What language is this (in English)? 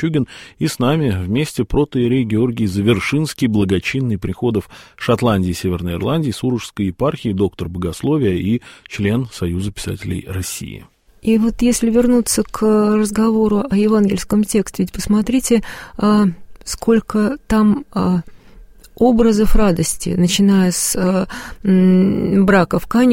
Russian